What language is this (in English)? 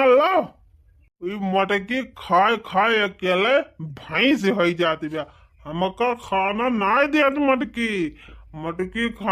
Awadhi